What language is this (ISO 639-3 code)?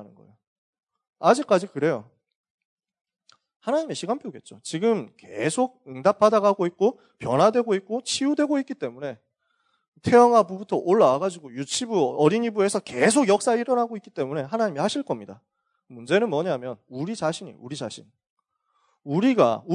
kor